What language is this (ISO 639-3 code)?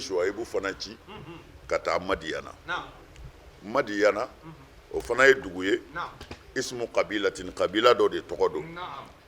bam